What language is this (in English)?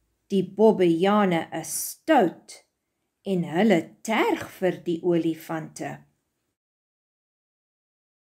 Afrikaans